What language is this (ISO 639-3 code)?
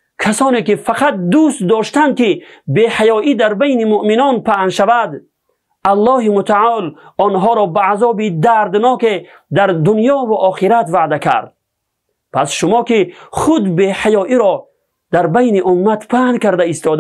tgk